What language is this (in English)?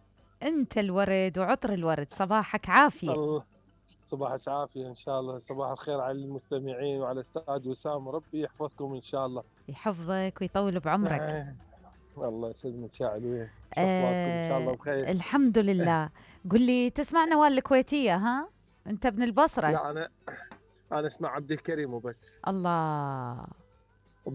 Mesopotamian Arabic